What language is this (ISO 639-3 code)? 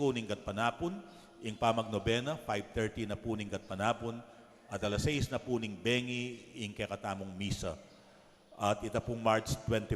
pam